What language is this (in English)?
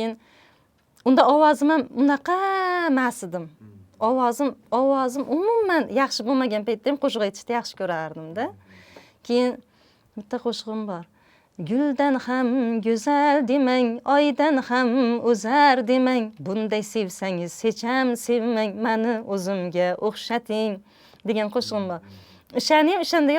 Uzbek